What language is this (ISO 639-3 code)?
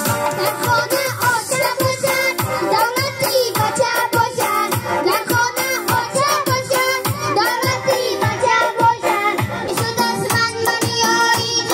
tgk